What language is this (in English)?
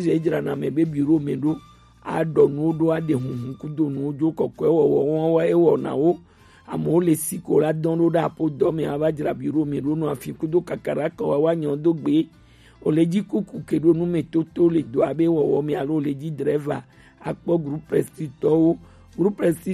Gen